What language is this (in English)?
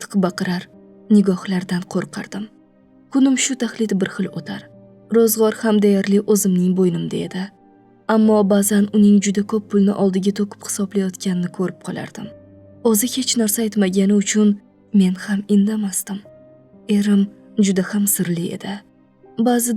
Uzbek